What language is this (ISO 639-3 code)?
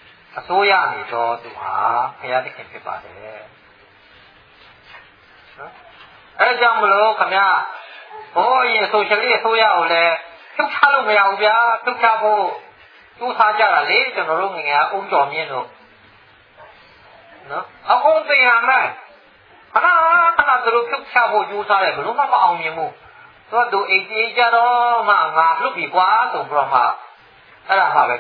mya